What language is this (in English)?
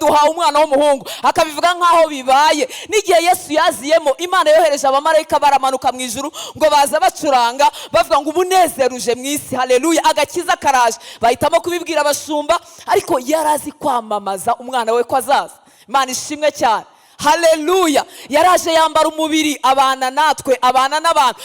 Kinyarwanda